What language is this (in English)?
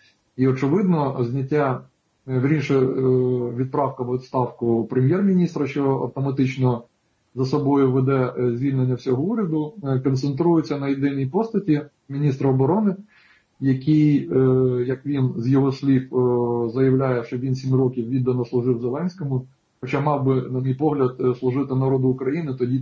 Ukrainian